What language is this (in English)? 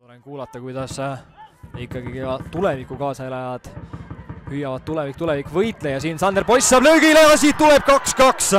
Estonian